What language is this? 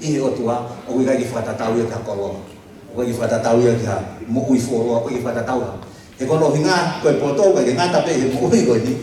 Tongan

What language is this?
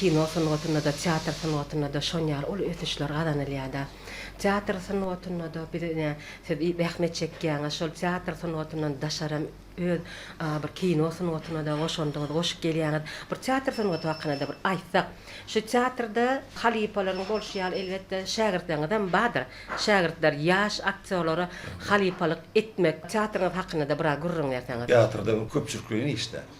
Turkmen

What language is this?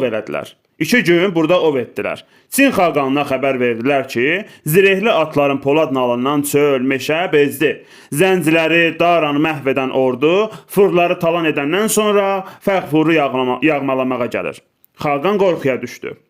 Azerbaijani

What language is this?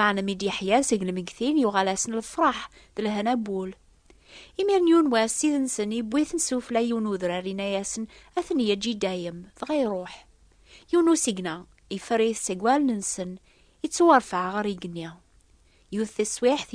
Kabyle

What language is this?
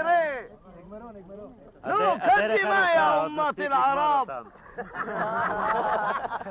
Hebrew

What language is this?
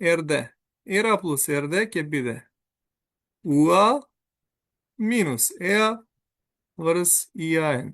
Macedonian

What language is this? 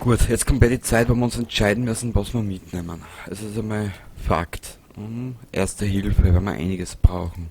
Bavarian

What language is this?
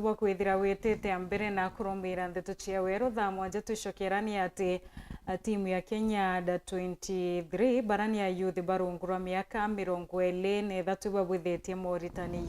Meru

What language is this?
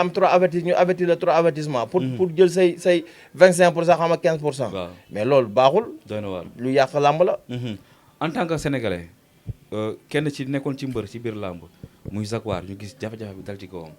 Wolof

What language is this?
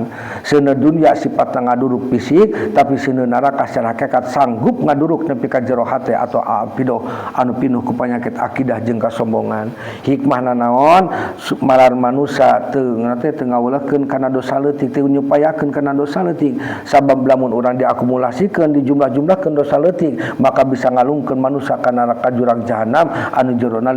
Sundanese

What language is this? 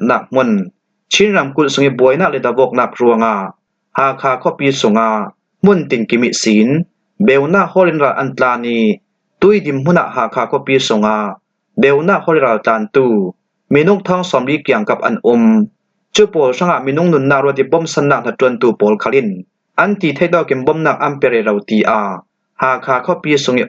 Falam Chin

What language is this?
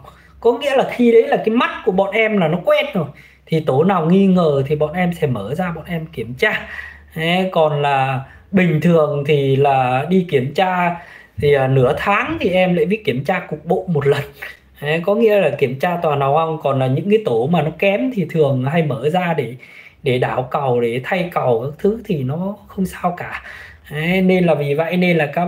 Vietnamese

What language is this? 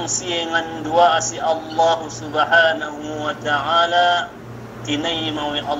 Yakan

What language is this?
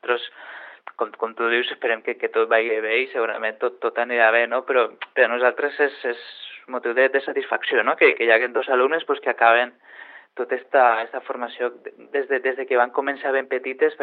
Catalan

